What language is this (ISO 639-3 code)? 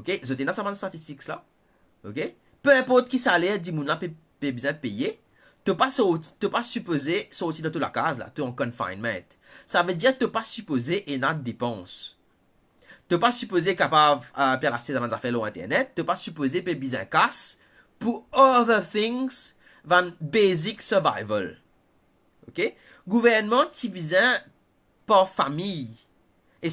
mfe